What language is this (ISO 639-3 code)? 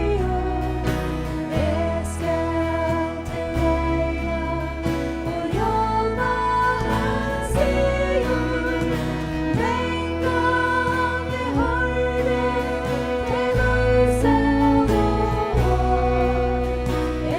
fao